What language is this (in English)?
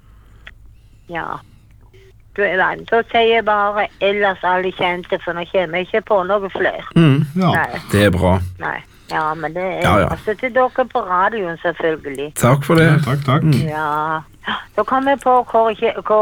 Norwegian